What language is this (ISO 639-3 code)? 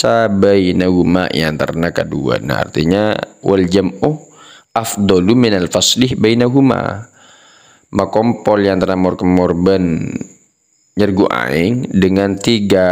mad